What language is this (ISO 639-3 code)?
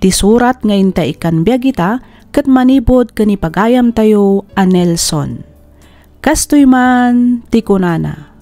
ilo